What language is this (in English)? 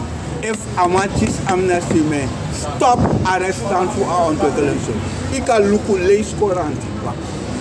Sranan Tongo